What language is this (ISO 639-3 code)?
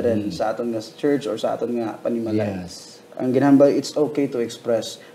hil